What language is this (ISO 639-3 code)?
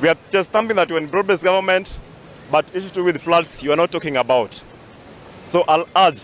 luo